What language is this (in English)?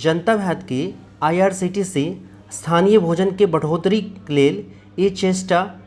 Maithili